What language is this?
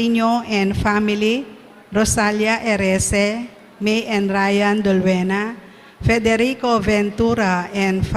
Pampanga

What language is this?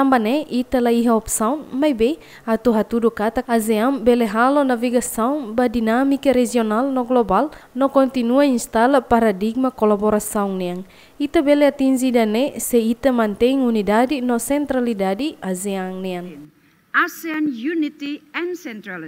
Tetum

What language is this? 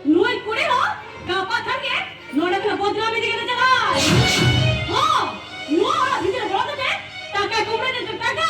Santali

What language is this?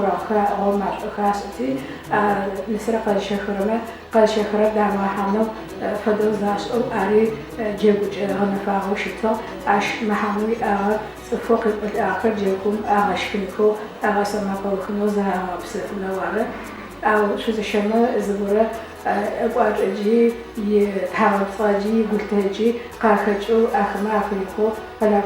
Adyghe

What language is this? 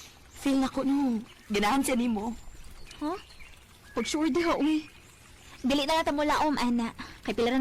Cebuano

